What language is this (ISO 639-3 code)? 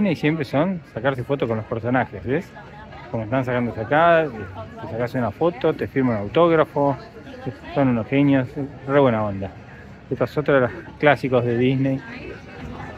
spa